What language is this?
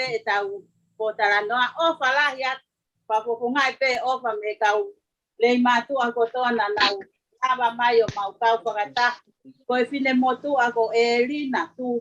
Tongan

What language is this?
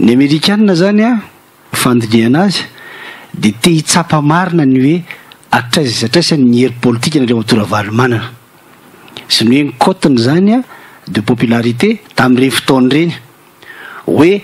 Malagasy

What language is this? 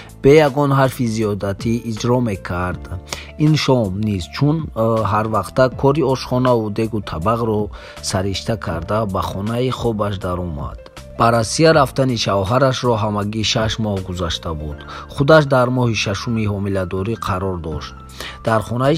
Tajik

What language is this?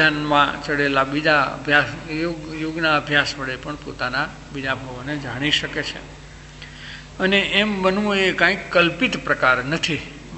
Gujarati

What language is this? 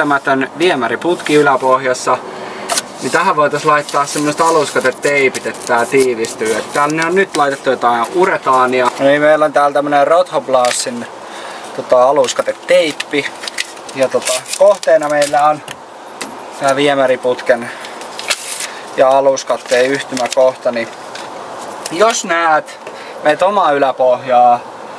Finnish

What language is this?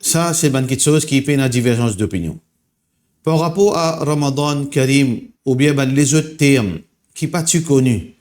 Morisyen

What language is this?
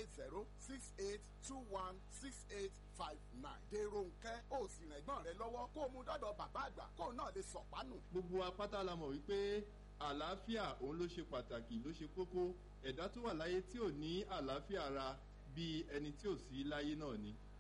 Yoruba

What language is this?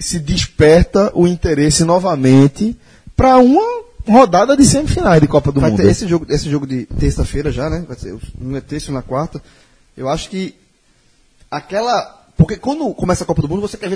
Portuguese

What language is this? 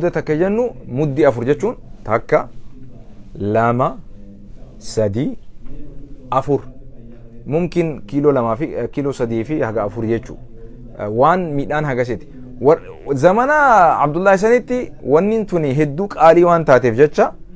Oromo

